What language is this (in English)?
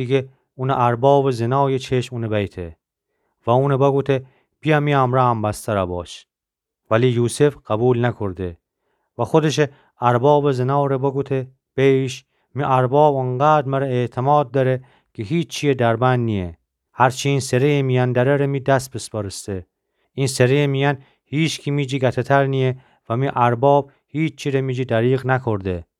Gilaki